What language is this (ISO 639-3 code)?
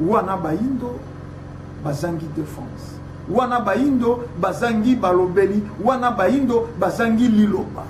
lin